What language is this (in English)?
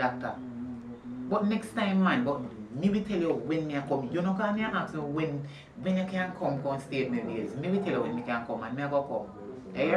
Jamaican Creole English